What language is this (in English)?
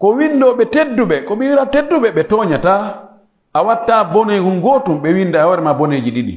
Pular